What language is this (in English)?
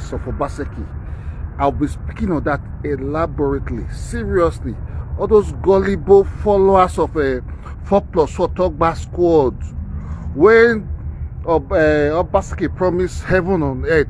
Nigerian Pidgin